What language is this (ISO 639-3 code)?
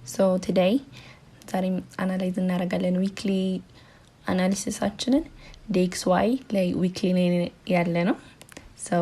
amh